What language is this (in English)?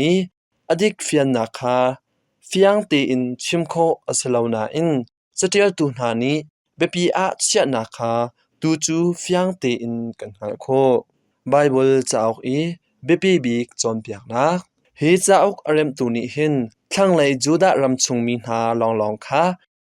Hakha Chin